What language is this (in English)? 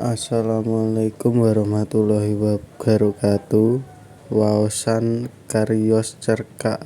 Javanese